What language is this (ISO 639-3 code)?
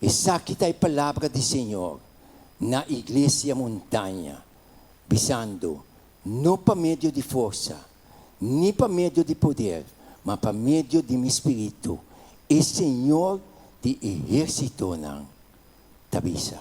pap